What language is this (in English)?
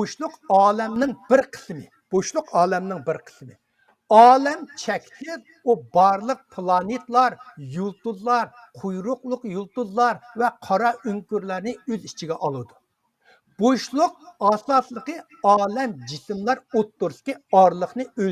Uyghur